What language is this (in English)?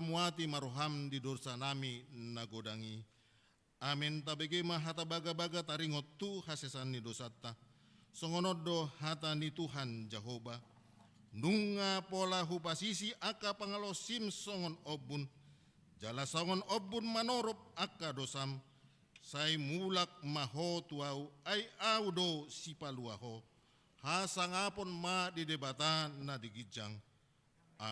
Batak Toba